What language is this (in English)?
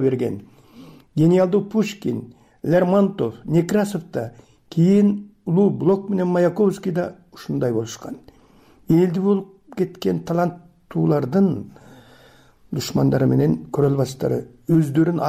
Kyrgyz